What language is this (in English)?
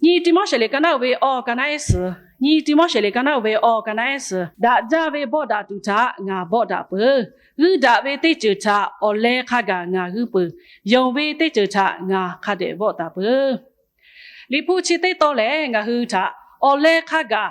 Lahu